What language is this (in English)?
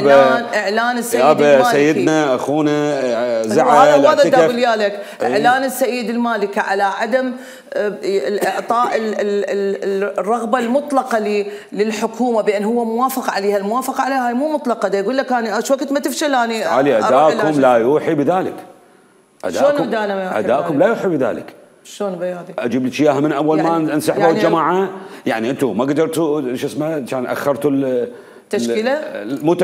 Mesopotamian Arabic